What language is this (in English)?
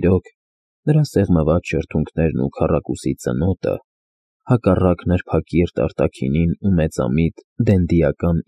Armenian